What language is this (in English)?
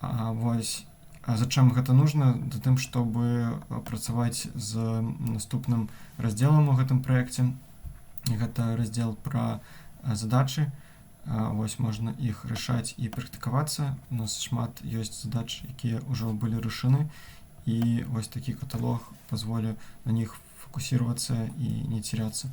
Belarusian